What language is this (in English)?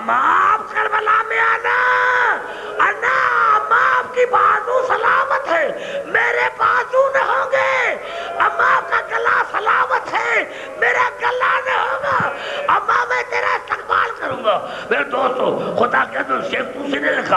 Urdu